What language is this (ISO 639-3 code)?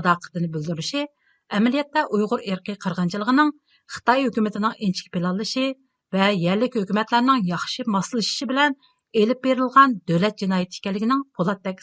uig